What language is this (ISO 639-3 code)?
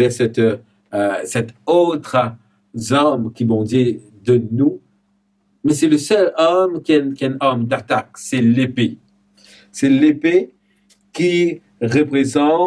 mfe